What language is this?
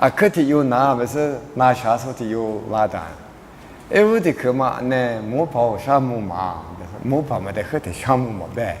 Lisu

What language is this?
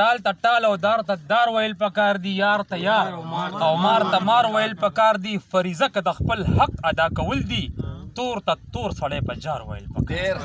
Pashto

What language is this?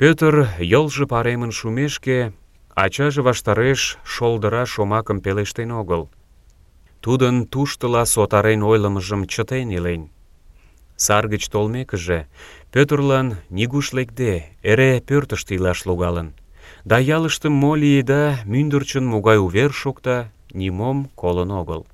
Mari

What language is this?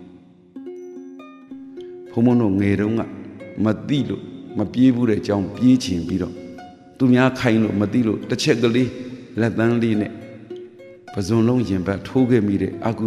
Burmese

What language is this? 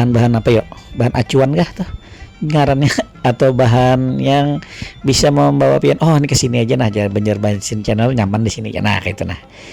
Banjar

